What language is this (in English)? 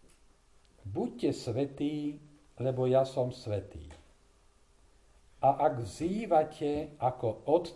Slovak